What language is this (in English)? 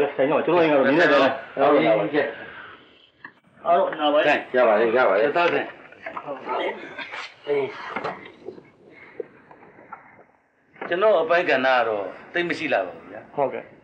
Burmese